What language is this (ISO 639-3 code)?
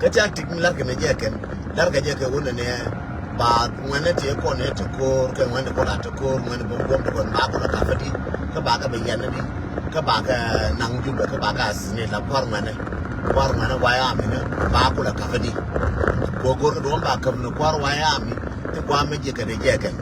nus